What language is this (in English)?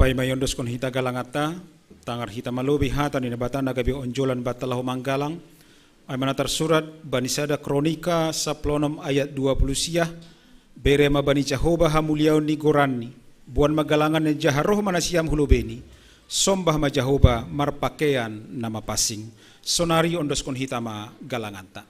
Batak Simalungun